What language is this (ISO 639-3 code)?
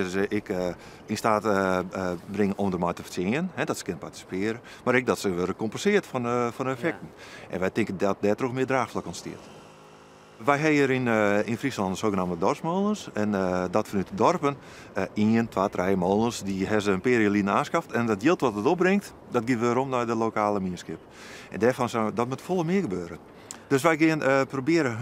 fry